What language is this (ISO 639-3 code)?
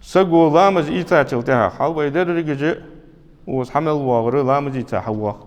inh